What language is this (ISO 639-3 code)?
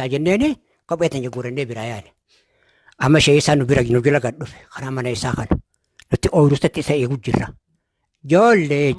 orm